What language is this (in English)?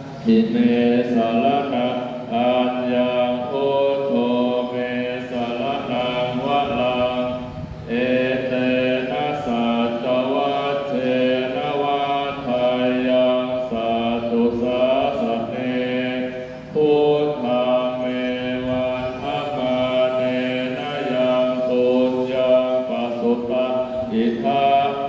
Pali